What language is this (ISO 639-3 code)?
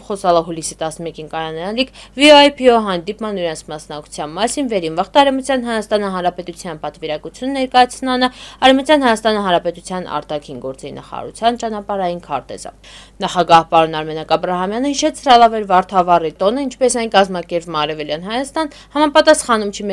hye